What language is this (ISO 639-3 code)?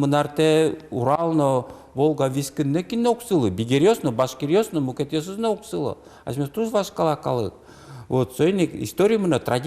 udm